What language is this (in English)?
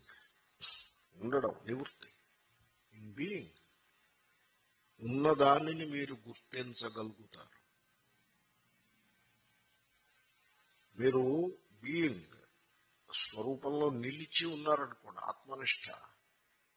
Telugu